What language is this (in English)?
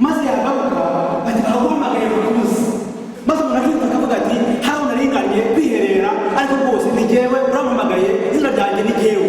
Kinyarwanda